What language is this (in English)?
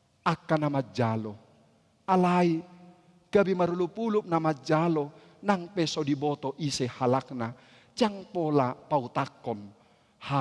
Batak Toba